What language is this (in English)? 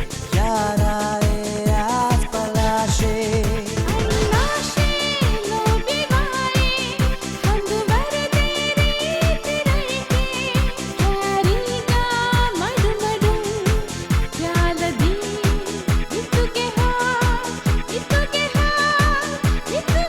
Divehi